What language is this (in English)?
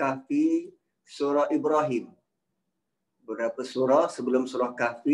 Malay